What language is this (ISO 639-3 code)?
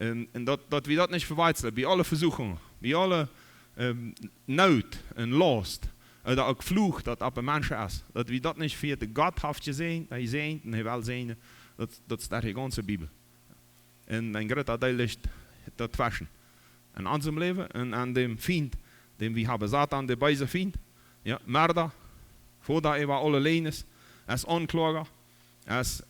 pdt